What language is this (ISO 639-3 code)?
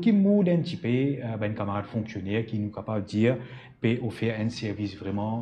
mfe